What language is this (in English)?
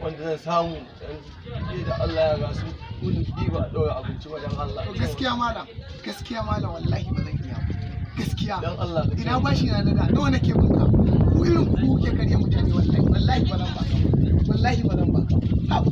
Hausa